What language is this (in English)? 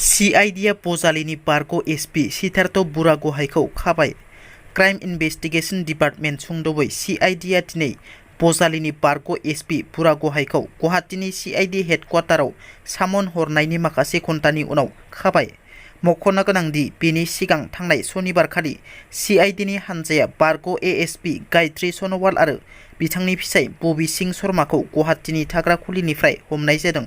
Bodo